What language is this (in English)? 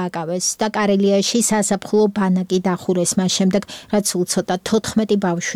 Georgian